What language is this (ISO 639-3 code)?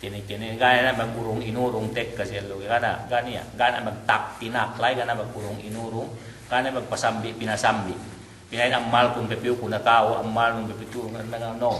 yka